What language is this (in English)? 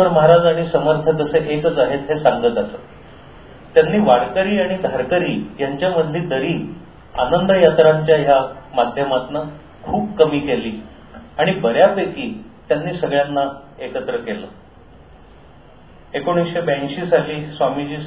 Marathi